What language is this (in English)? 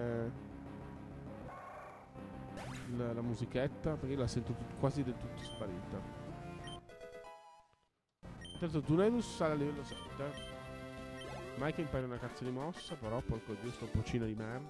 Italian